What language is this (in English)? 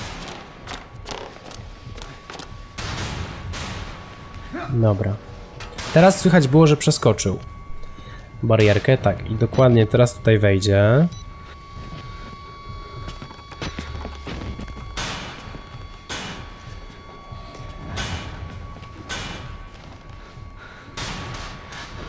Polish